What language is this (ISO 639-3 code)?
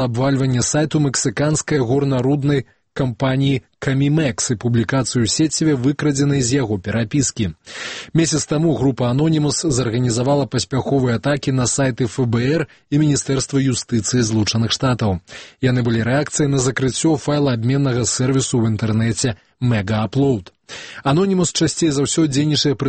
bel